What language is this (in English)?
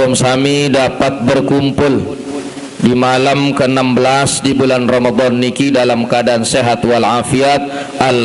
Sasak